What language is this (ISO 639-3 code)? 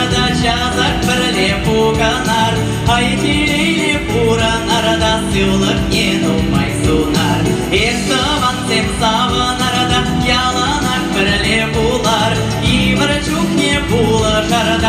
chv